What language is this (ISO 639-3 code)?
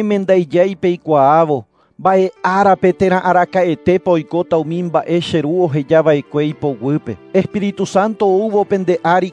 grn